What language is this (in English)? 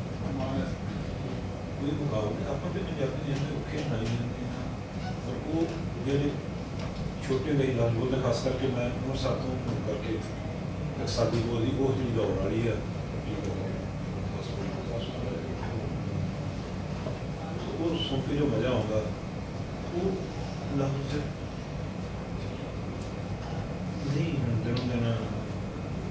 Punjabi